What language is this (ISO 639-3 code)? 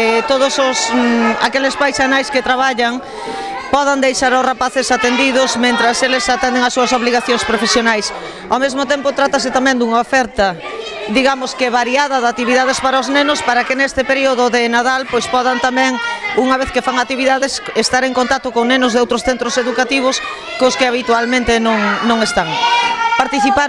glg